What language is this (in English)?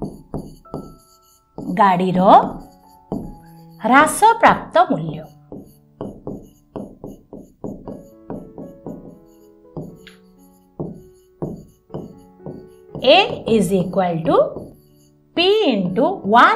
Odia